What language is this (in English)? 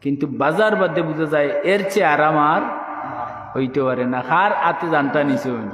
Sylheti